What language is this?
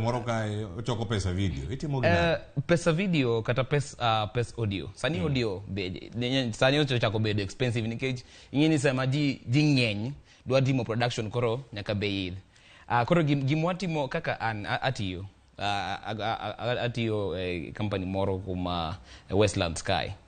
Luo (Kenya and Tanzania)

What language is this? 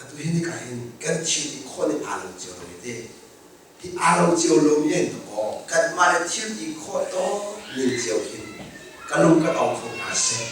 Hakha Chin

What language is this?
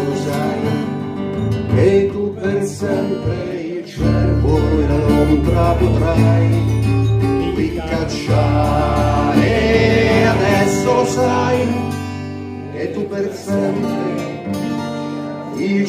Italian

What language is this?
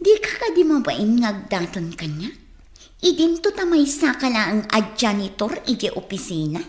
Iloko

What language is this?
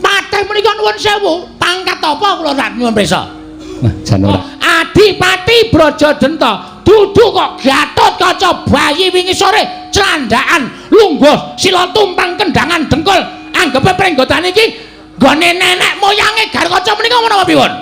Javanese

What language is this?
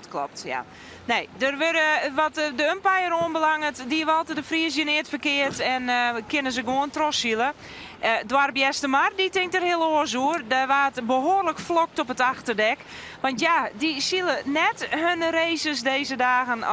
Western Frisian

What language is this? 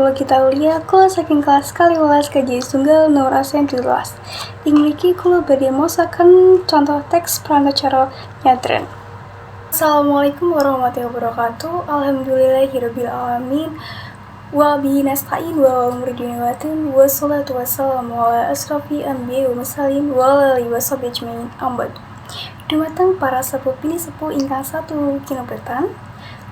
Javanese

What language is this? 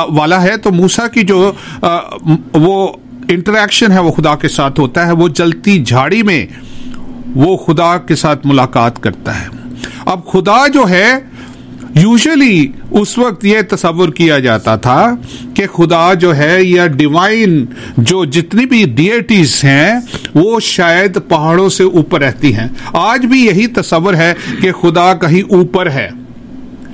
Urdu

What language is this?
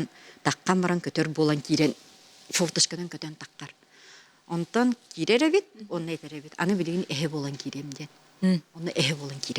Yakut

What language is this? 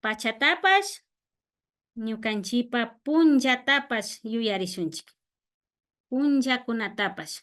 Imbabura Highland Quichua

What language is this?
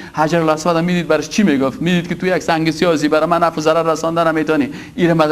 Persian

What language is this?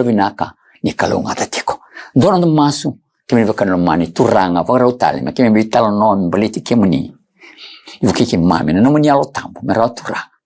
Fijian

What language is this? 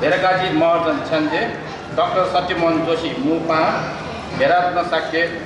Newari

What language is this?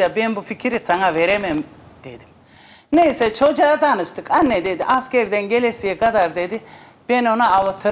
Turkish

